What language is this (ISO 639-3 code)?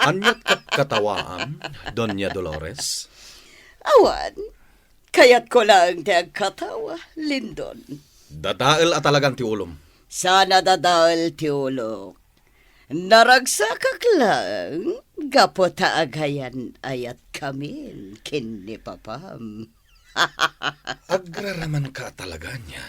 ilo